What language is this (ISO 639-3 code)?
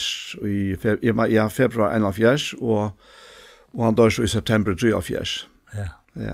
fao